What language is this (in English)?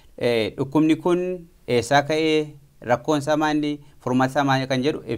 Oromo